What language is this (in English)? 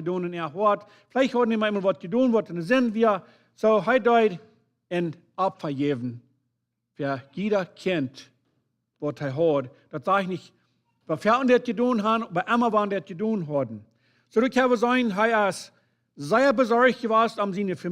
Plautdietsch